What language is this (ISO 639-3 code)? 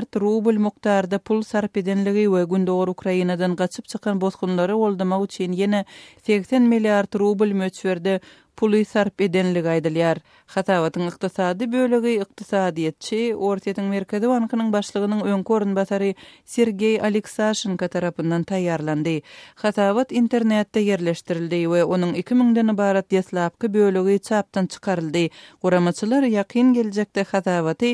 tuk